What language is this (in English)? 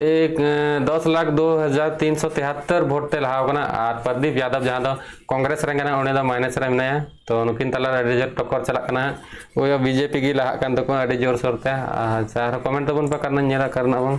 Santali